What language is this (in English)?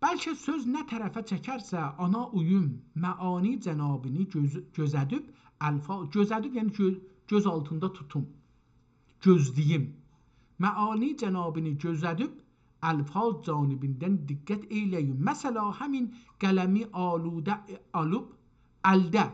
South Azerbaijani